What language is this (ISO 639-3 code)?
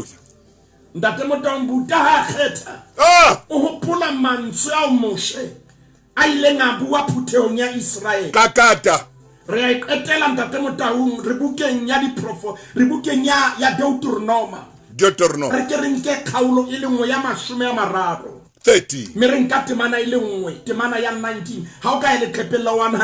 sot